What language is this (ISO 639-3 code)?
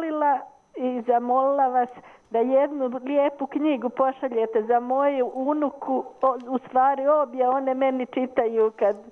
srp